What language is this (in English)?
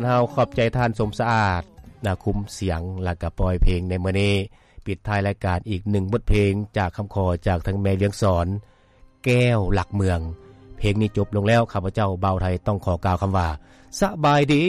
Lao